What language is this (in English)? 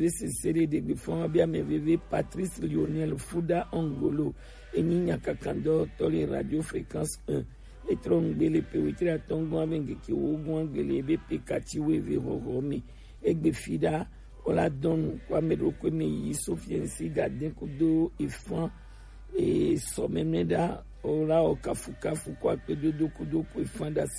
Gen